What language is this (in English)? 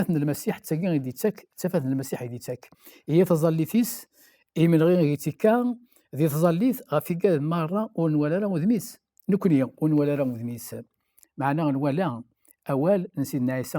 Kabyle